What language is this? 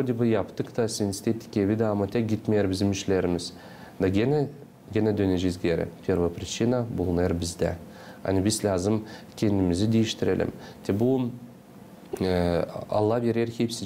Gagauz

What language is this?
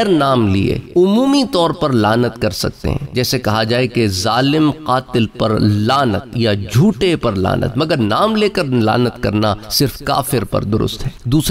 Urdu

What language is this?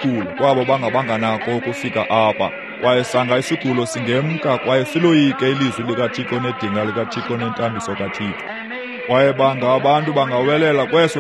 Xhosa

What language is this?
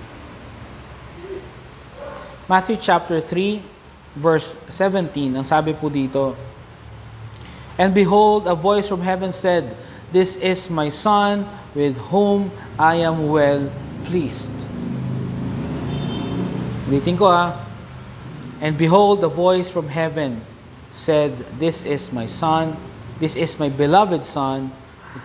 Filipino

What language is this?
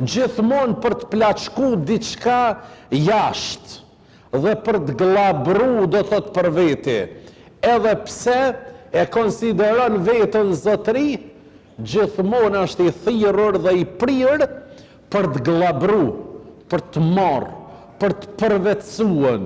Albanian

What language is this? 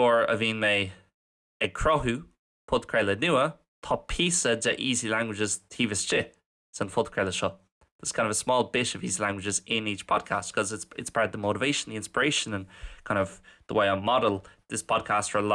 Irish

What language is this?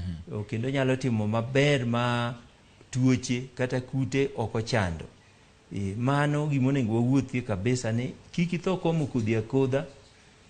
Luo (Kenya and Tanzania)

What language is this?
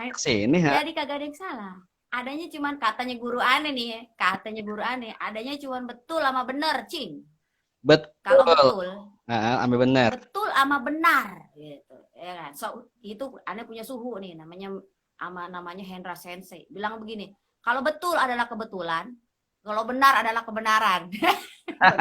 Betawi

